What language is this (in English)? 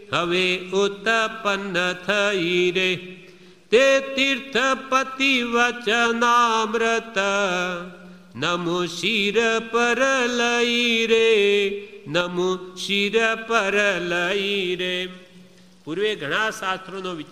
Gujarati